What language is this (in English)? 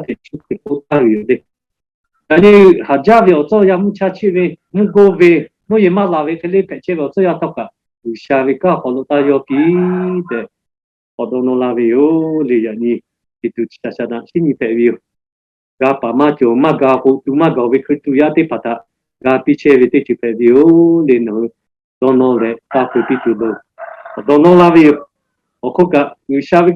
Lahu